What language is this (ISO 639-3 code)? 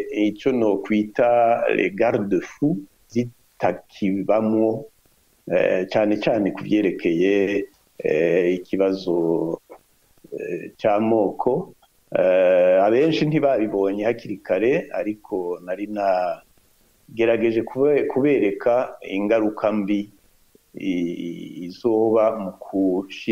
run